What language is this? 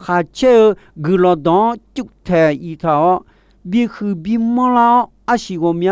Akha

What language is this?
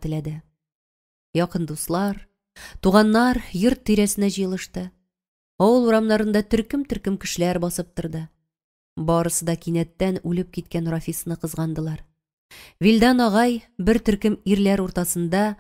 Tatar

